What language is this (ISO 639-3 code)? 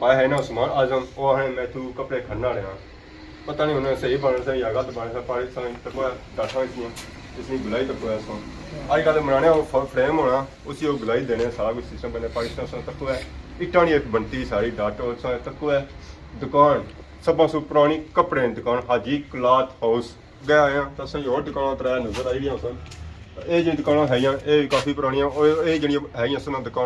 phr